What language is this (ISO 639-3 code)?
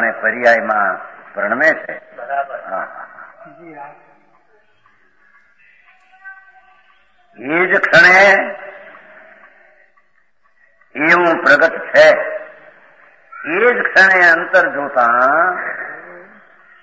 guj